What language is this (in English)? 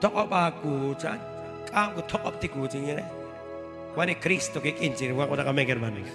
Kekchí